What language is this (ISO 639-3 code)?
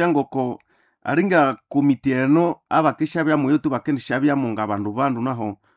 nnb